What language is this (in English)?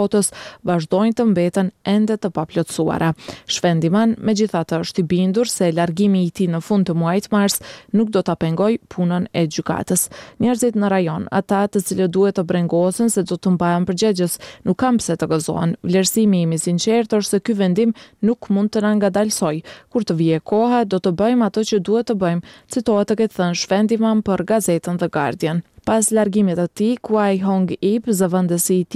Albanian